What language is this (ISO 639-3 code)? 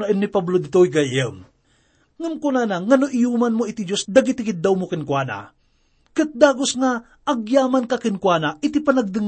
ilo